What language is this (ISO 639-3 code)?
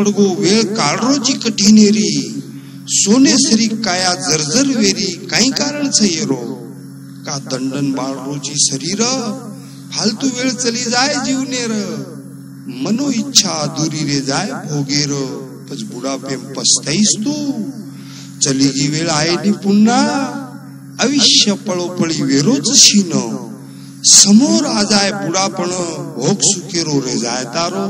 lmn